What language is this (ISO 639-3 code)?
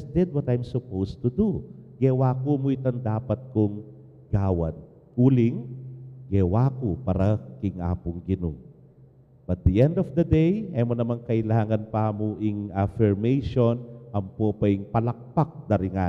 pam